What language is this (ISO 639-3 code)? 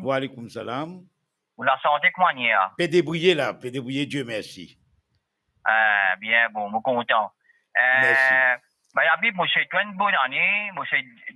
mfe